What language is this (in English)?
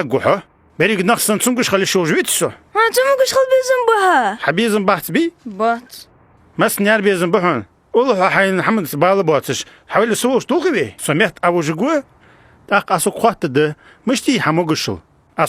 Ingush